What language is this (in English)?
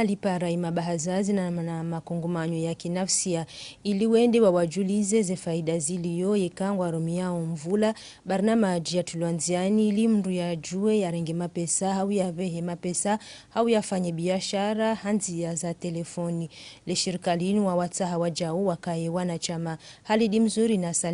Ngazidja Comorian